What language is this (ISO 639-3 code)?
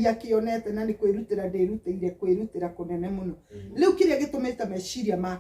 kik